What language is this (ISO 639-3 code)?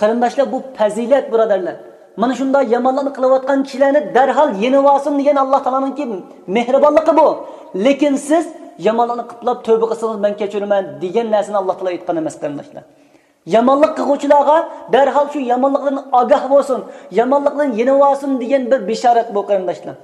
uig